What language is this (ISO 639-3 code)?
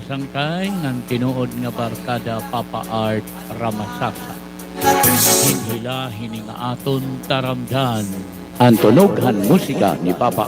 war